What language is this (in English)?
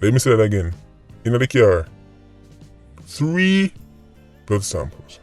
Jamaican Creole English